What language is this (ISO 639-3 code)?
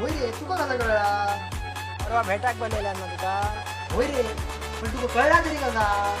kok